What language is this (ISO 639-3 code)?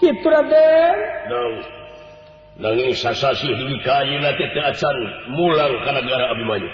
sun